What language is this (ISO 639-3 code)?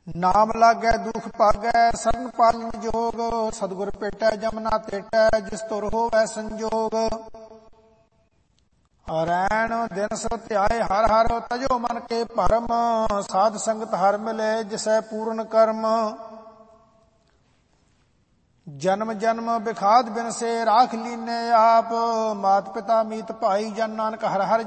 pan